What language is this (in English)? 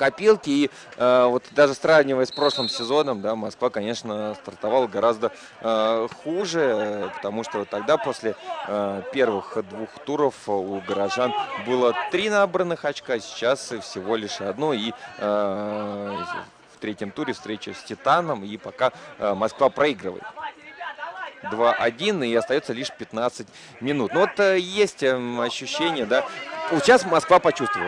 Russian